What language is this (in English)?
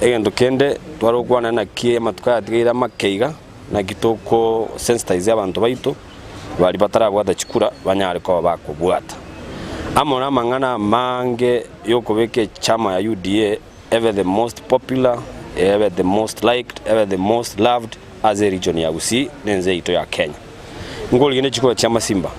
Gusii